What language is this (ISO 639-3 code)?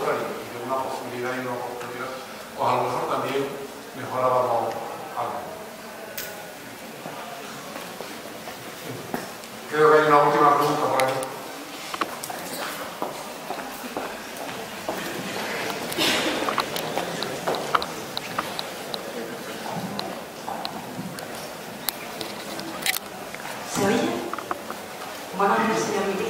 spa